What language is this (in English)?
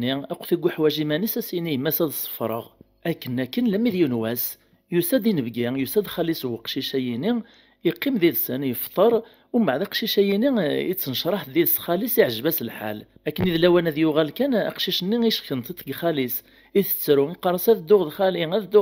Kabyle